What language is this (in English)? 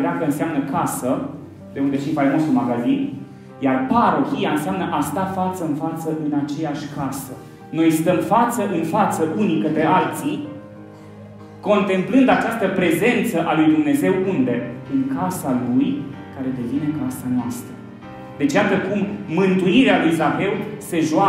Romanian